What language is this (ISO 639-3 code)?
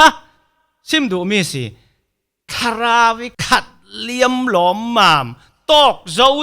cfm